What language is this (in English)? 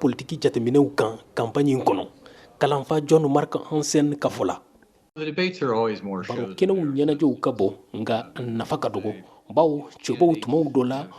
Bambara